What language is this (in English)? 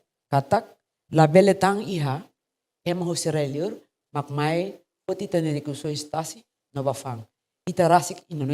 Tetum